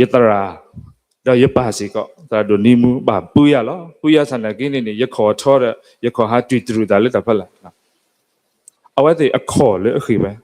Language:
S'gaw Karen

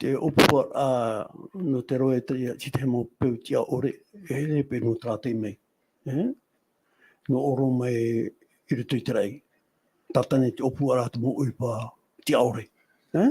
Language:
Tahitian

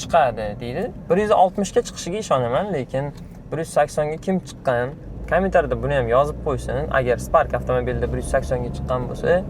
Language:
Uzbek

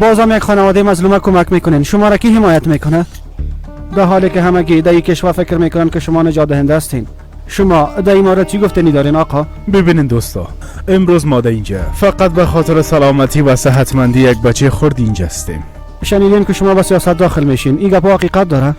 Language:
Persian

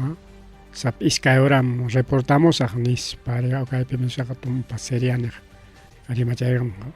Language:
Ayacucho Quechua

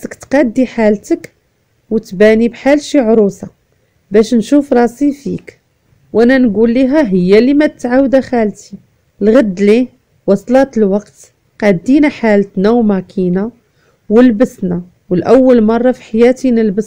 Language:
Moroccan Arabic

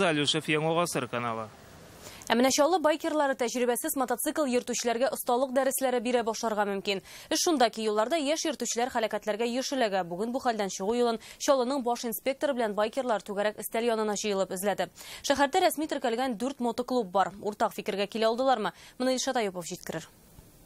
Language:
Tatar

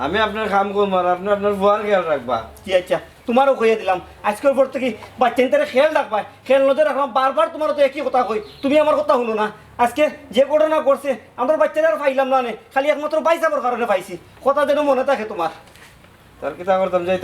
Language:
Sylheti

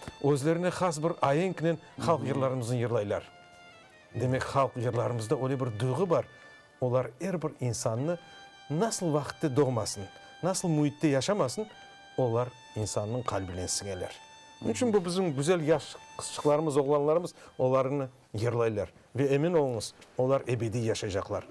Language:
Crimean Tatar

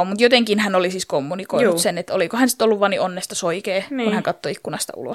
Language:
Finnish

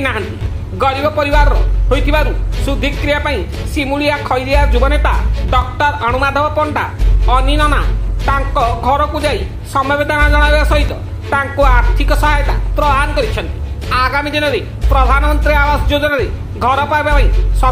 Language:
Odia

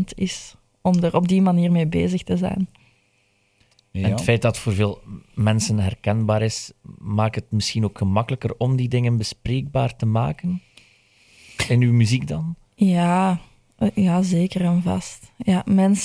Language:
Dutch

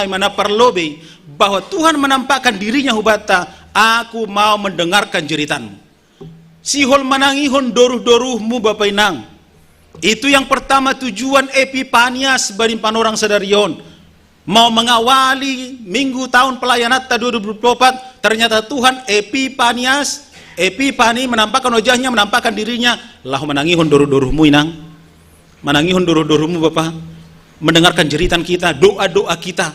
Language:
Batak Simalungun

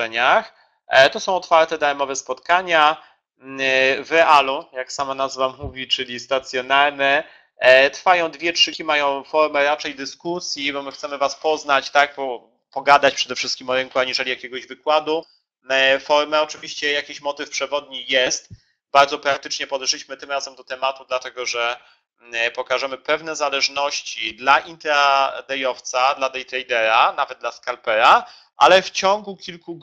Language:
Polish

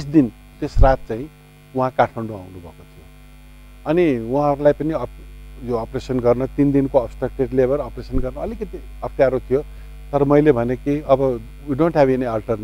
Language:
Nepali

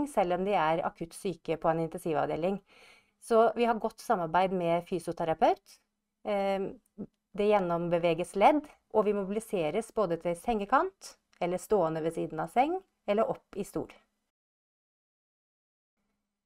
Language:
Norwegian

